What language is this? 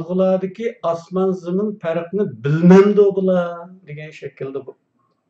Uyghur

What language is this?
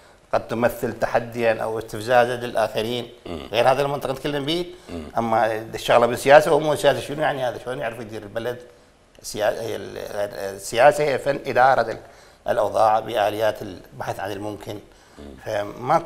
Mesopotamian Arabic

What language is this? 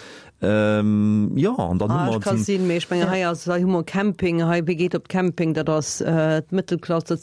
Luxembourgish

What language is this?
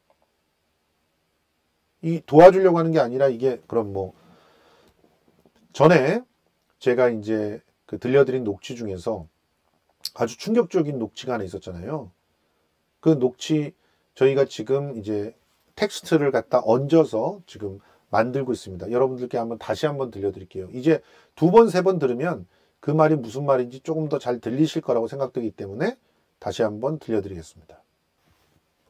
Korean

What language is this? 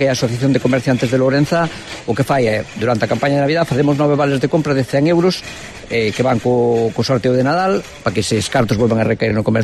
Galician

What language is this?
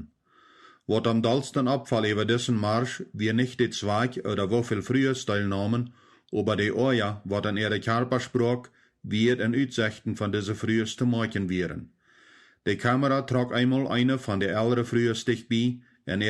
Plautdietsch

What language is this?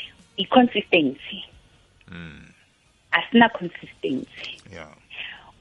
South Ndebele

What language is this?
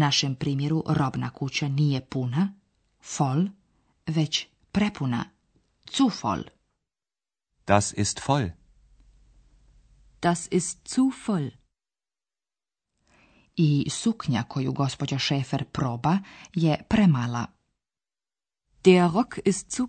Bosnian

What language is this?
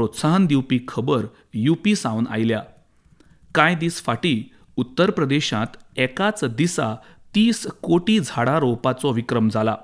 Konkani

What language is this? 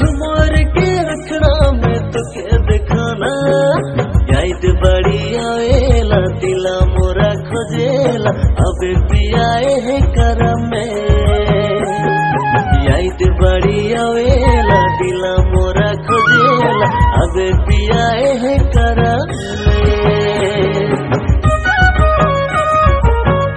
Bhojpuri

